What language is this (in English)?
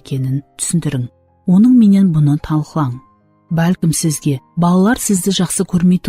Kara-Kalpak